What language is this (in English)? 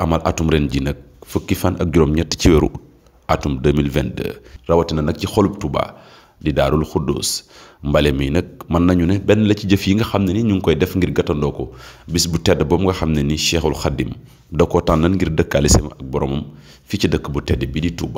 Wolof